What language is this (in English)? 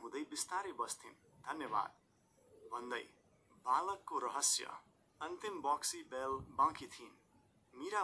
Nepali